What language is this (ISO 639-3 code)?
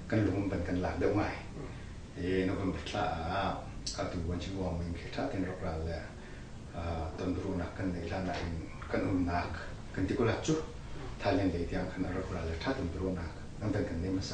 cnh